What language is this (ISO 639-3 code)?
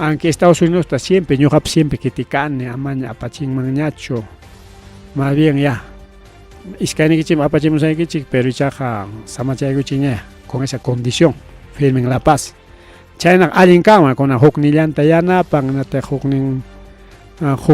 quy